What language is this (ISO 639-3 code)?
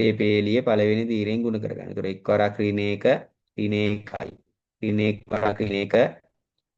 sin